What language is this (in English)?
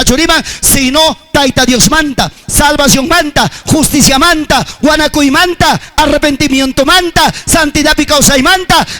Ayacucho Quechua